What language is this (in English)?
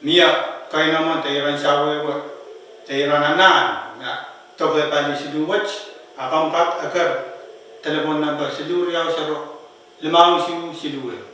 Pohnpeian